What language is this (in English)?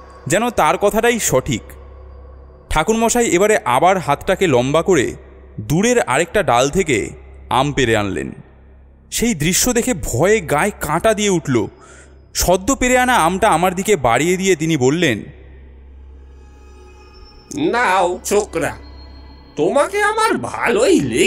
Bangla